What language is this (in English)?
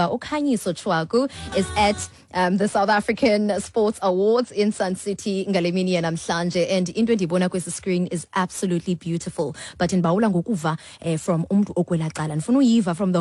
Xhosa